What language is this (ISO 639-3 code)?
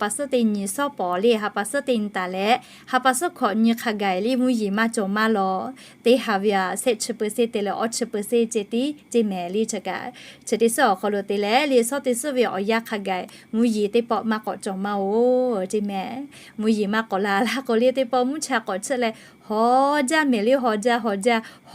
lhu